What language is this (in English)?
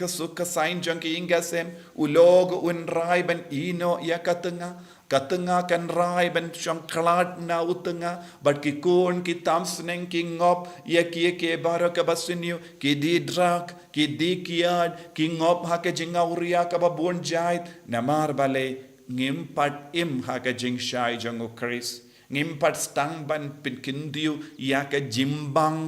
Khasi